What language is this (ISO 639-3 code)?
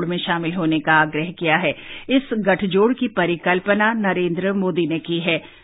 hin